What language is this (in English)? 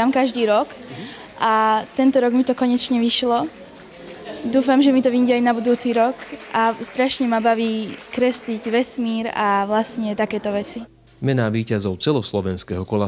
Slovak